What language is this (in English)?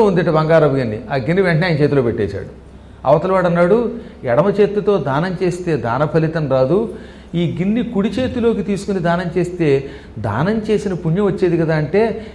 Telugu